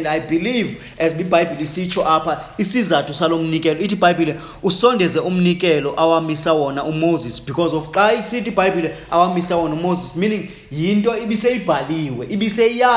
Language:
Xhosa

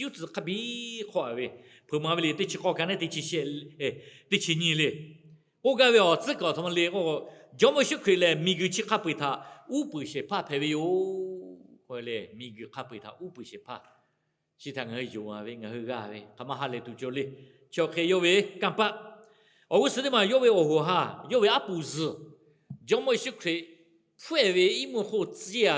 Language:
Lahu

